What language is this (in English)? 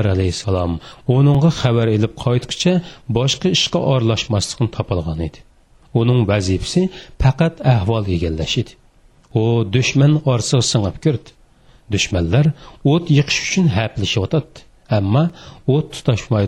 Uyghur